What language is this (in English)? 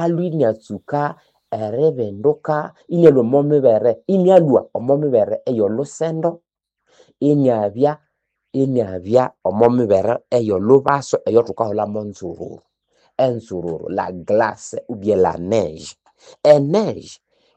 Nande